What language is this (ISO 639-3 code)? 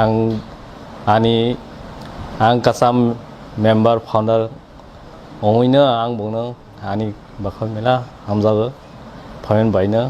trp